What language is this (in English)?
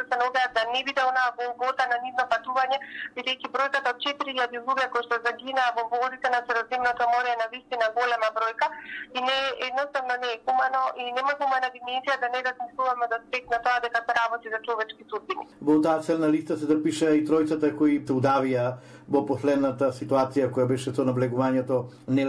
Macedonian